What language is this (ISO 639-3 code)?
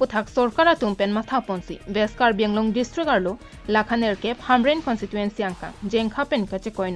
mjw